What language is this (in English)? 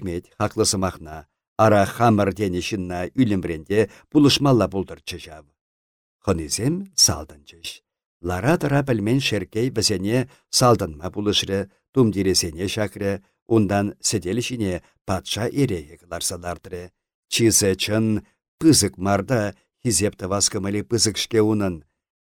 Chuvash